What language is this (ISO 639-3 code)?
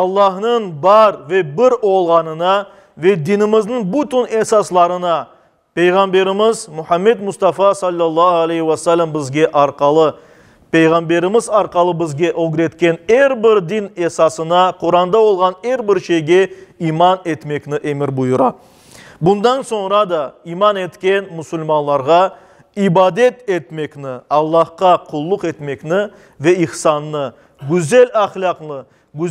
crh